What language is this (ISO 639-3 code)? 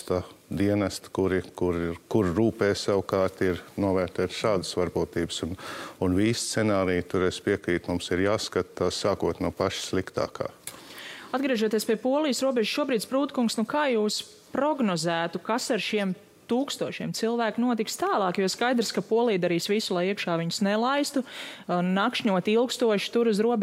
lav